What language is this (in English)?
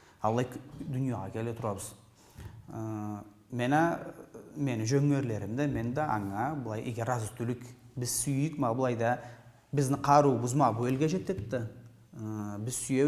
Karachay-Balkar